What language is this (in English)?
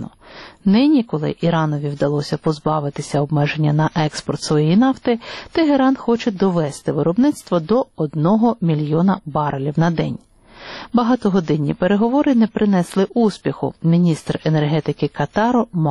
Ukrainian